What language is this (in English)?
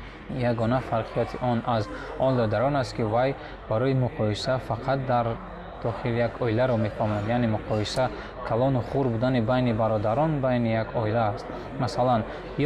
Tajik